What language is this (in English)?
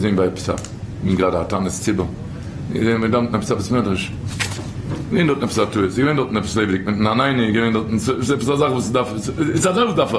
Yiddish